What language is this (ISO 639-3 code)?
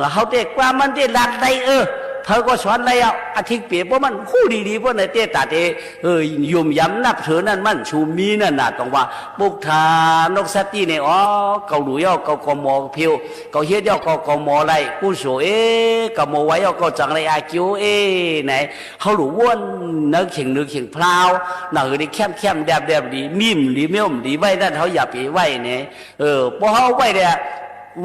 shn